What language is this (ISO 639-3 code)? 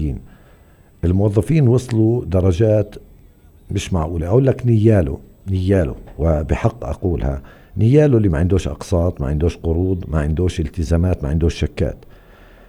apc